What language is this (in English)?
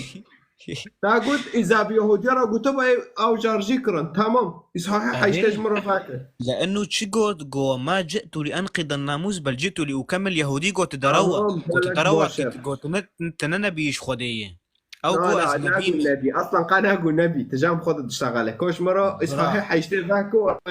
Kurdish